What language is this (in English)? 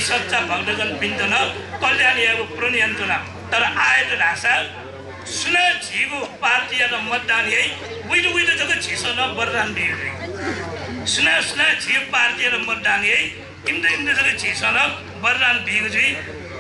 Newari